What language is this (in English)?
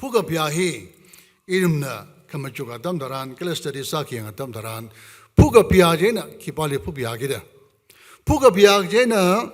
Tangkhul Naga (India)